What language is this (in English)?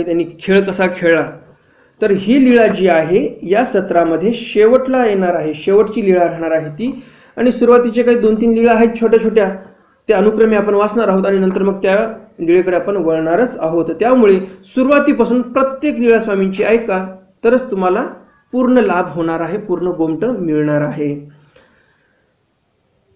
Marathi